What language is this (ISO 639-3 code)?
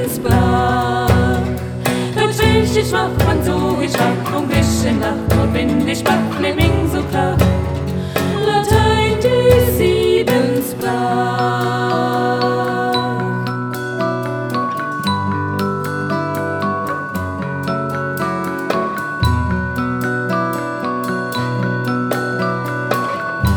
deu